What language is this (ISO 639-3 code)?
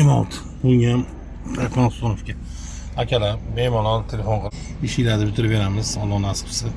uzb